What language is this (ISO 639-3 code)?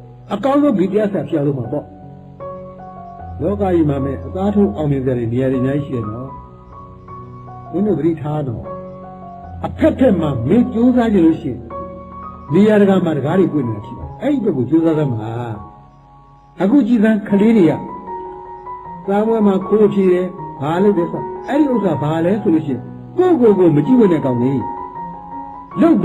mya